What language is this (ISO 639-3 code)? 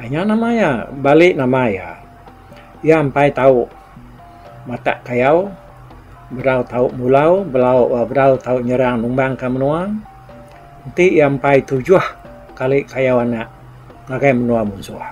iba